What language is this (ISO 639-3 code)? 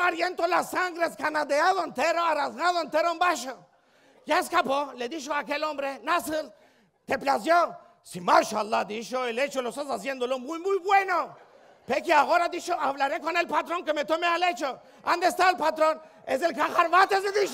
lad